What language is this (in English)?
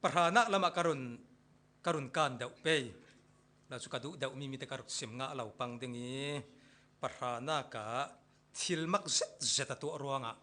Falam Chin